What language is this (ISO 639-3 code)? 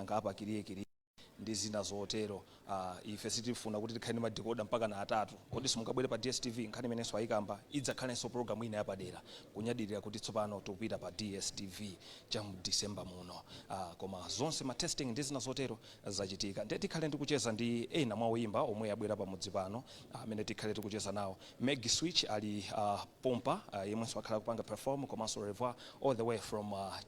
nya